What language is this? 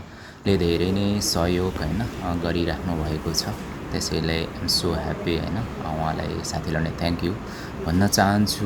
Nepali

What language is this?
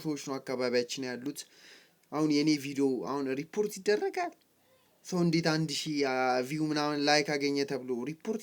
Amharic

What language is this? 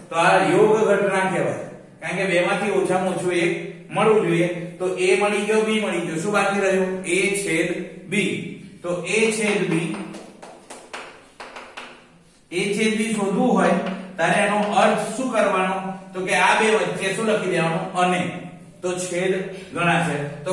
Gujarati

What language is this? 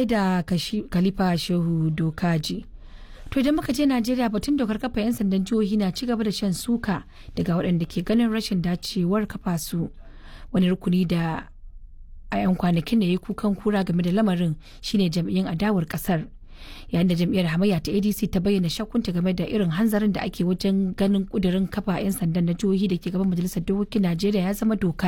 Hausa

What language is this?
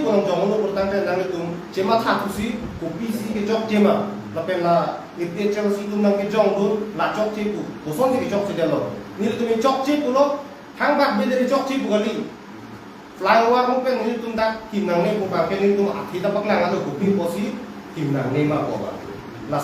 Karbi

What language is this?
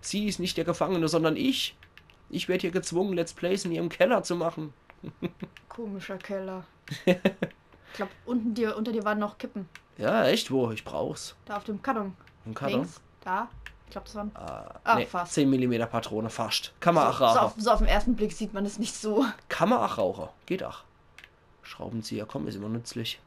Palatine German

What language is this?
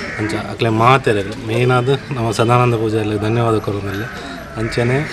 Tulu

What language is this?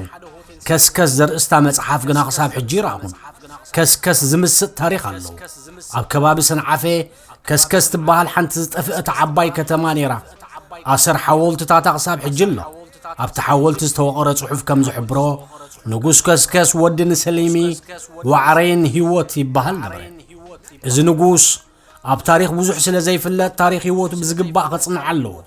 Tigrinya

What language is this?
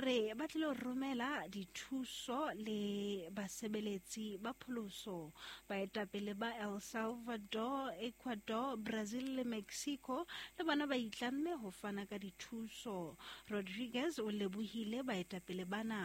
Southern Sotho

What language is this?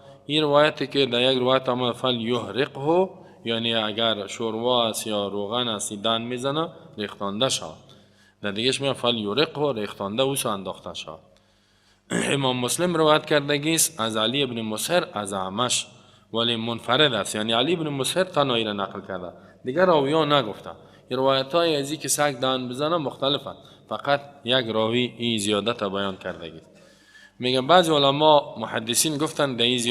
Persian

